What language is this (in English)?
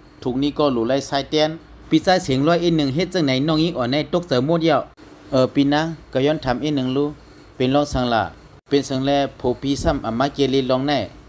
Shan